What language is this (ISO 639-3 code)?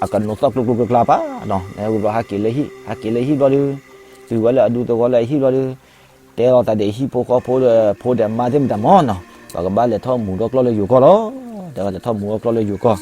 ksw